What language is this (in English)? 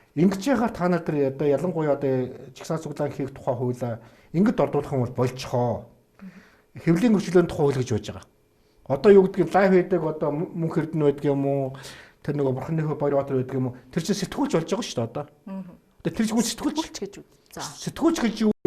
Mongolian